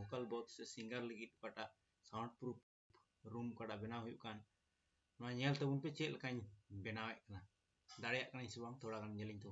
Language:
Santali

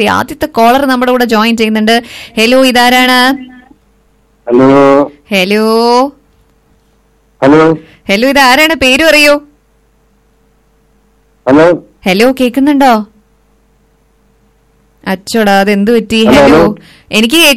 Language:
Malayalam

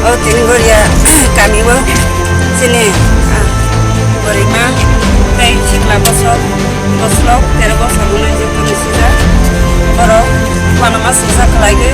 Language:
Kok Borok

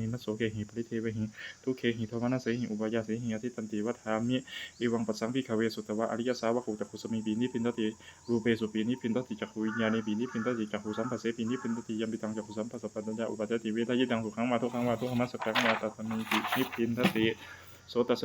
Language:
Pali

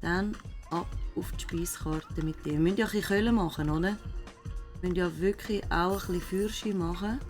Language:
Swiss German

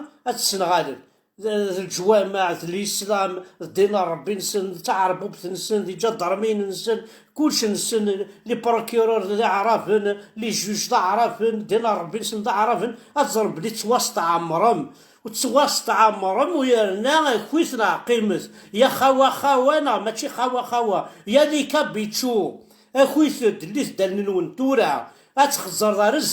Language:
Kabyle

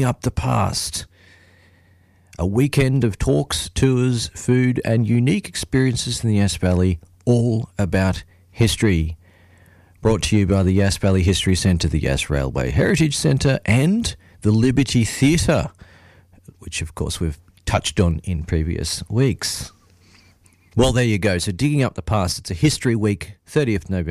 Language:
English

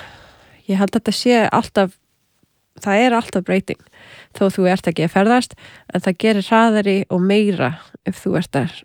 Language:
Icelandic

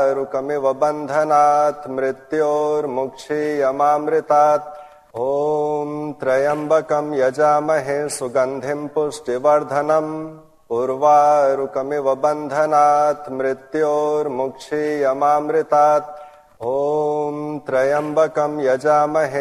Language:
Sanskrit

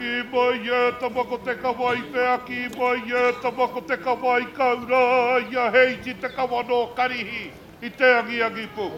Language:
Māori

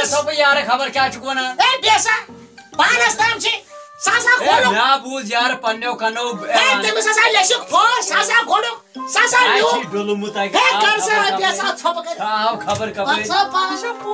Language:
Kashmiri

